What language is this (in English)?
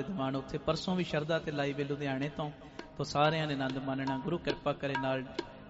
Punjabi